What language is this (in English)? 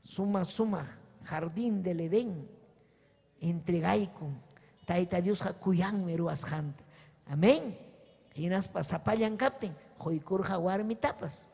Ayacucho Quechua